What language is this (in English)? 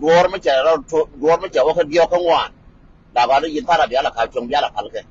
Nuer